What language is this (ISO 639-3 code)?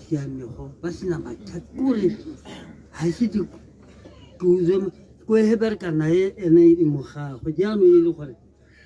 tsn